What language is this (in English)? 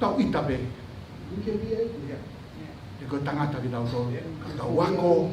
Tongan